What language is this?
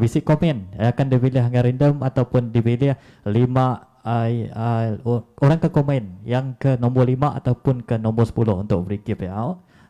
Iban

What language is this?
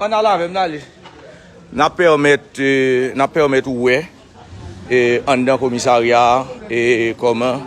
Haitian Creole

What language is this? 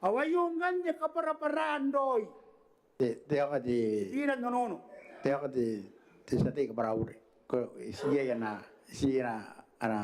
Gilbertese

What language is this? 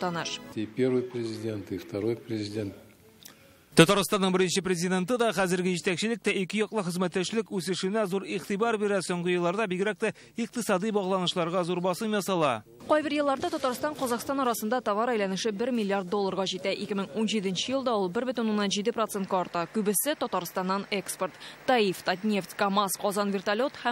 Tatar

